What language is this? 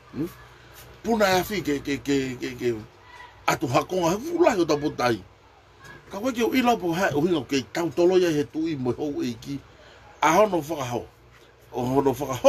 Tongan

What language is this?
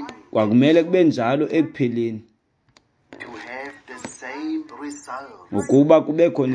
Xhosa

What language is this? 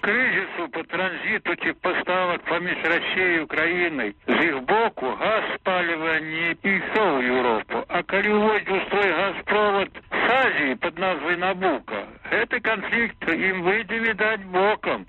Belarusian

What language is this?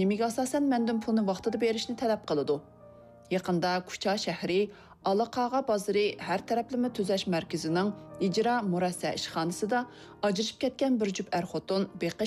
Uyghur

